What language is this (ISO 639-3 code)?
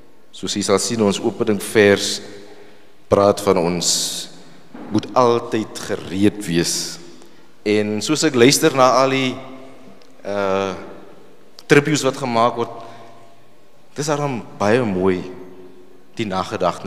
afr